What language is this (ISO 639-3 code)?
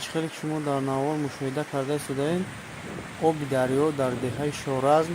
tgk